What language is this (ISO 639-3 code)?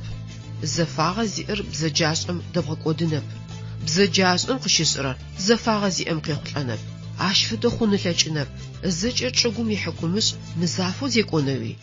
ady